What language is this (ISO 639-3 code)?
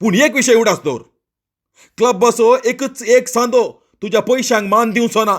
kok